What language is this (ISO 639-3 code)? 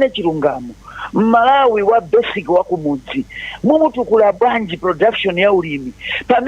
nya